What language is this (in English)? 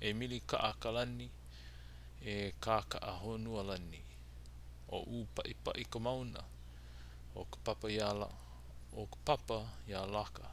Hawaiian